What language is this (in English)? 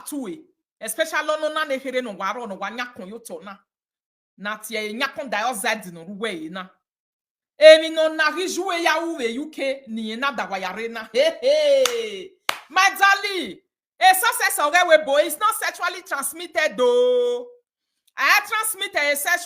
Nigerian Pidgin